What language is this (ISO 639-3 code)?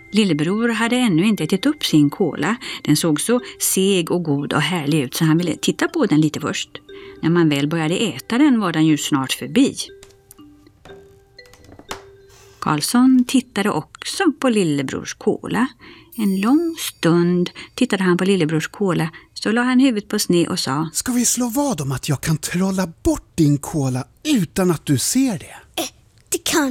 swe